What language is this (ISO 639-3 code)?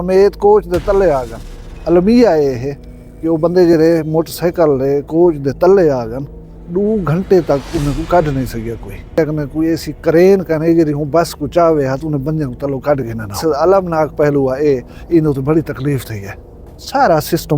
skr